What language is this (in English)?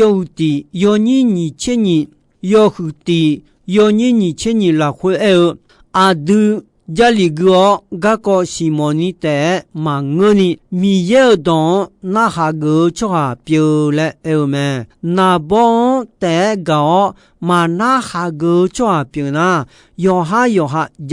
Akha